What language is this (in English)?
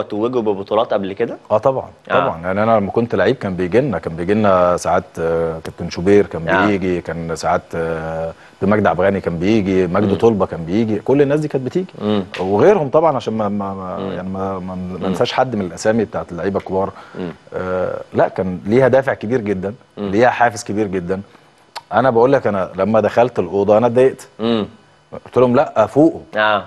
Egyptian Arabic